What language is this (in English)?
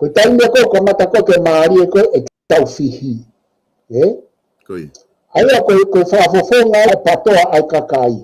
Tongan